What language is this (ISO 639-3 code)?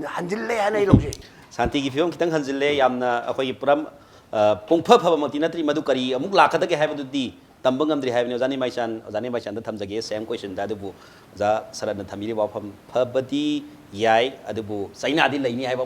mni